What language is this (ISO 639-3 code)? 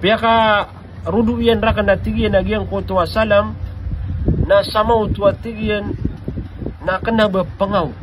mrw